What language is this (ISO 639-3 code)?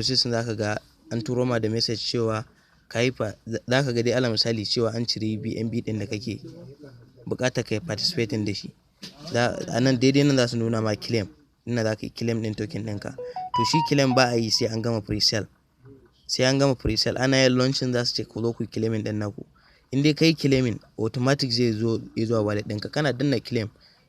hau